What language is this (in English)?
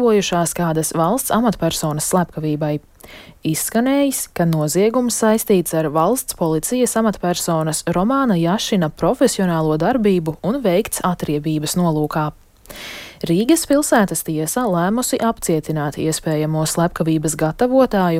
Latvian